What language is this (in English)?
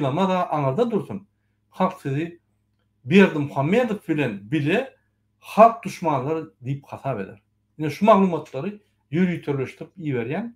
Turkmen